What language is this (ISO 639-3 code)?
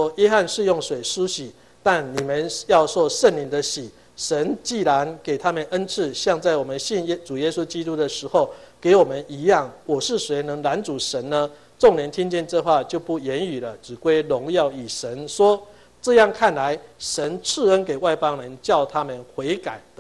zho